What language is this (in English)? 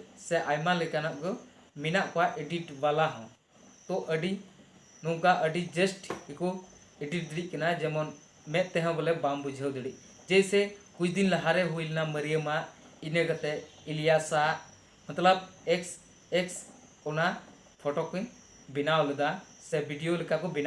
Santali